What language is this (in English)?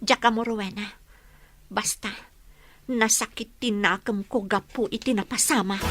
Iloko